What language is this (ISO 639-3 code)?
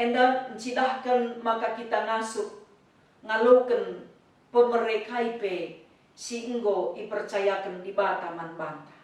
btx